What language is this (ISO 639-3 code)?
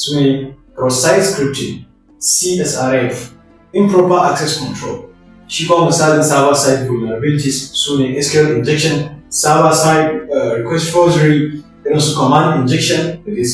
hau